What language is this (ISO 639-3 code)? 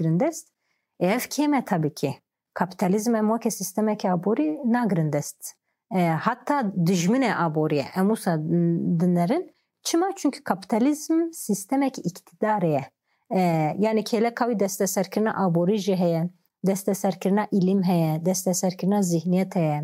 kur